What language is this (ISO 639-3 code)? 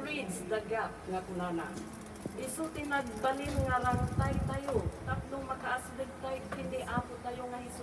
ilo